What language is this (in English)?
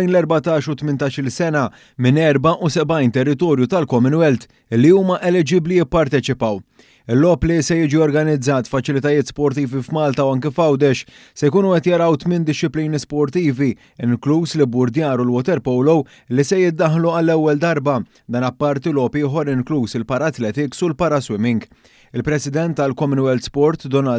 Maltese